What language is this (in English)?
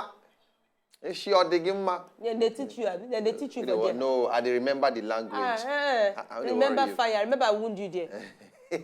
Nigerian Pidgin